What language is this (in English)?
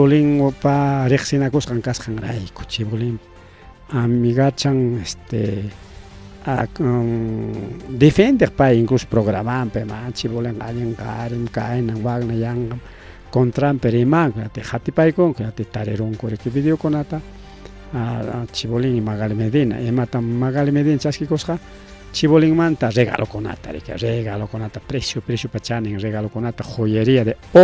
Ayacucho Quechua